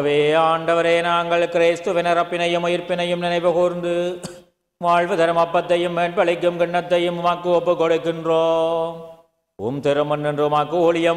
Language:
Tamil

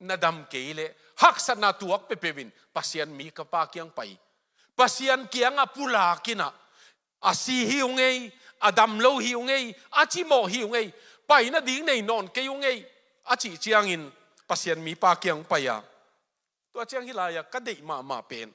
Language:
Tedim Chin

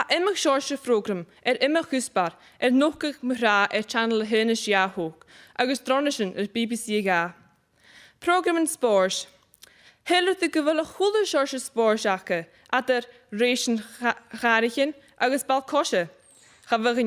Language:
Scottish Gaelic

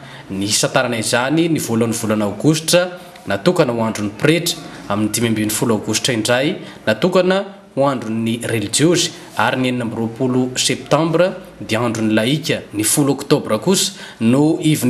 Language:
Malagasy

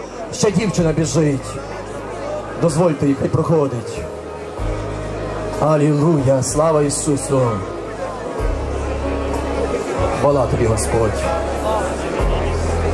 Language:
Ukrainian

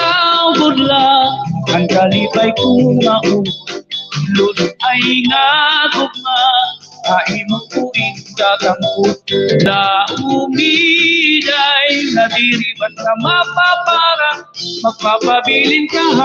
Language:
Waray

